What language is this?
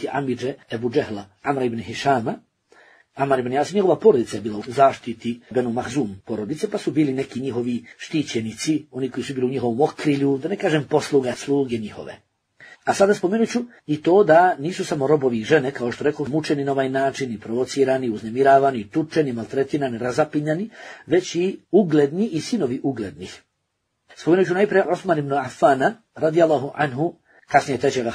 Bosnian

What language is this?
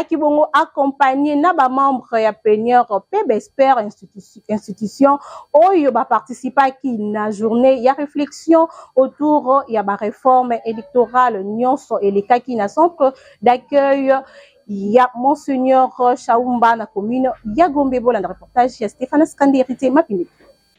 Lingala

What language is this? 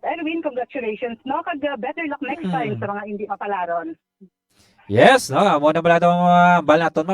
Hiligaynon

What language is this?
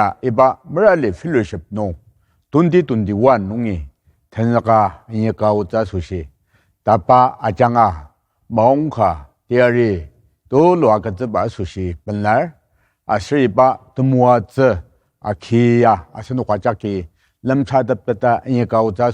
Ao Naga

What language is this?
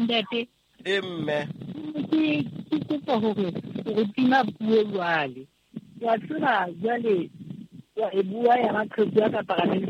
Southern Sotho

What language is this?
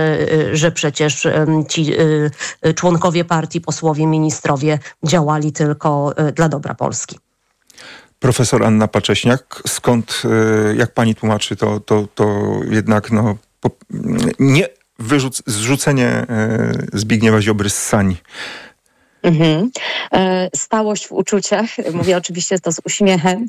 Polish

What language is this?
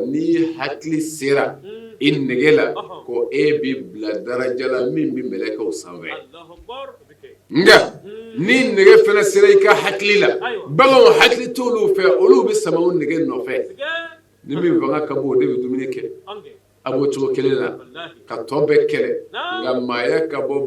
Bambara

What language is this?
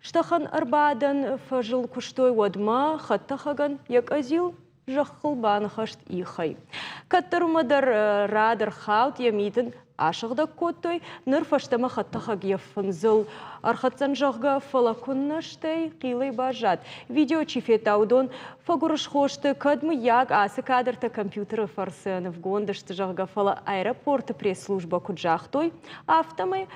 Ossetic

